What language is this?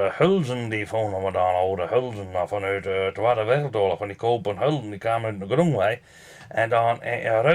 Western Frisian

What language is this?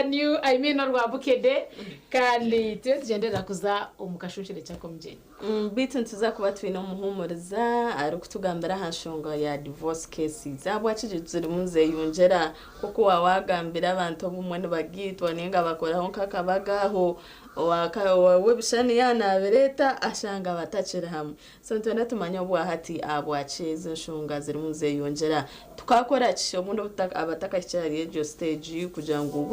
Nyankole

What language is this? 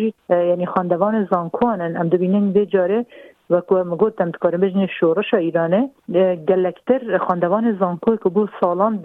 Kurdish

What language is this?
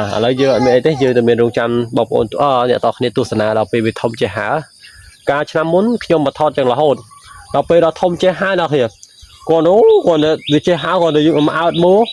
Khmer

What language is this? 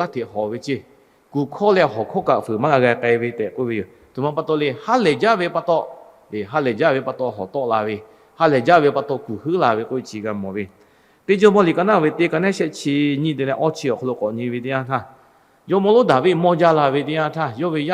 Lahu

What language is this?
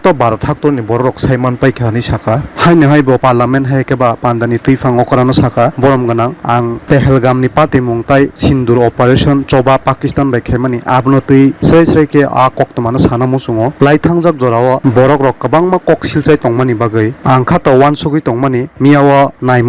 Kok Borok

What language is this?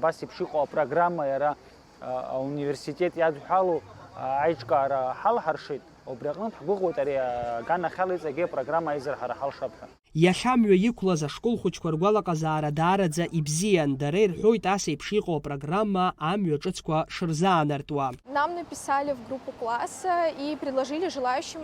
Abkhazian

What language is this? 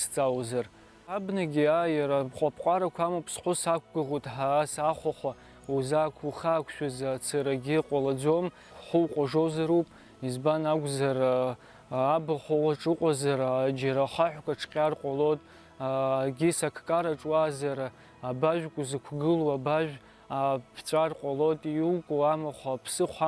Abkhazian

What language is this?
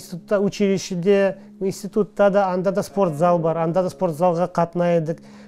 Crimean Tatar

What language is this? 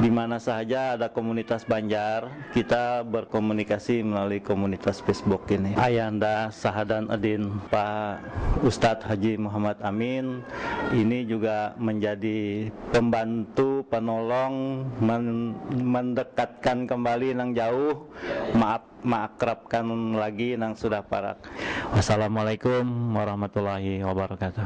Banjar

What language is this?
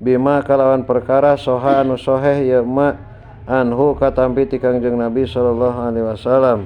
Sundanese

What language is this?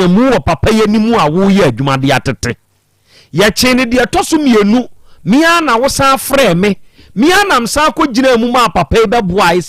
Akan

